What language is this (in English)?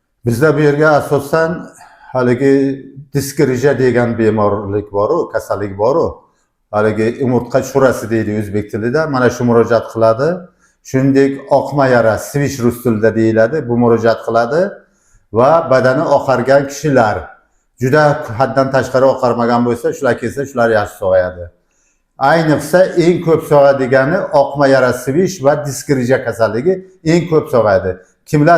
Uzbek